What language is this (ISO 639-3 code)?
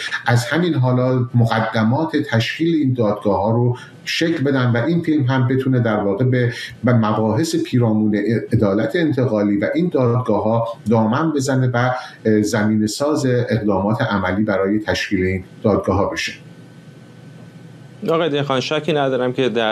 fas